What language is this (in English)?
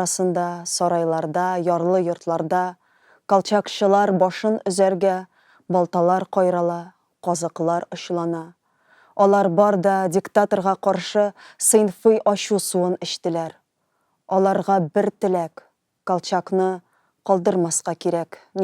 Tatar